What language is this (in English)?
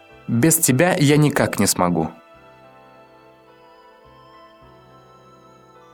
Estonian